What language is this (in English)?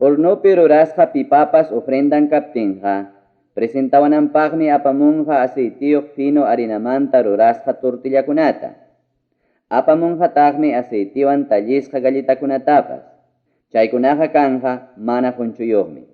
Ayacucho Quechua